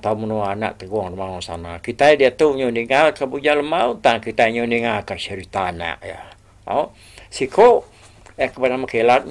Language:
Iban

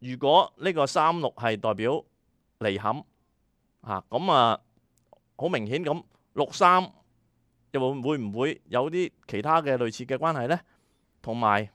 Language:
Cantonese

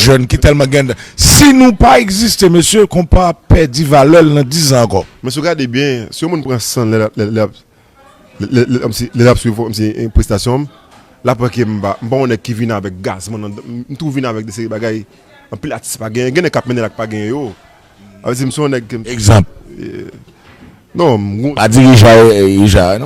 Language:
Haitian Creole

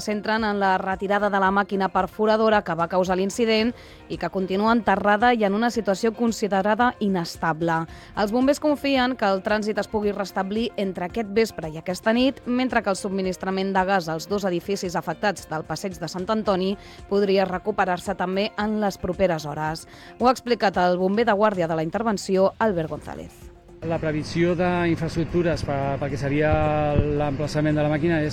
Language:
Catalan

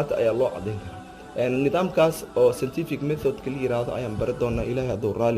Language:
Somali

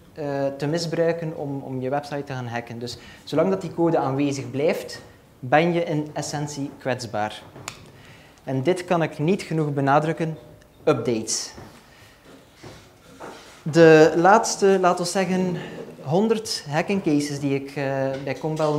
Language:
Dutch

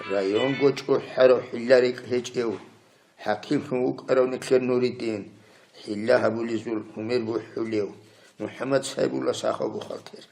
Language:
Avaric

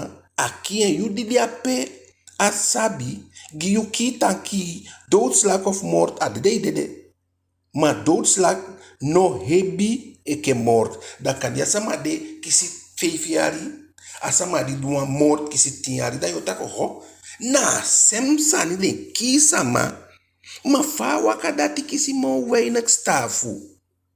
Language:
Eastern Maroon Creole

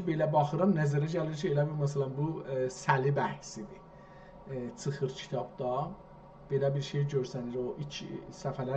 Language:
South Azerbaijani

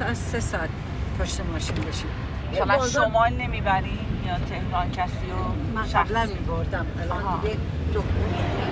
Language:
Persian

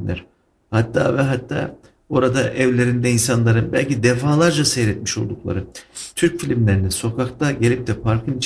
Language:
Turkish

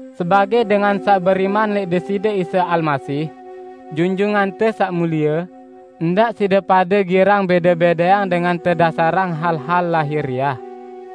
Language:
Sasak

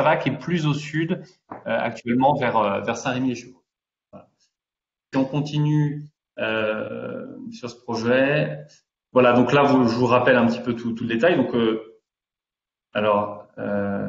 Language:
French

